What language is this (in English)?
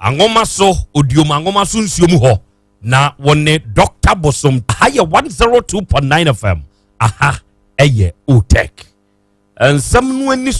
Akan